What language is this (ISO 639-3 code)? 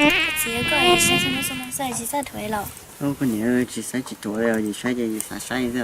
hmn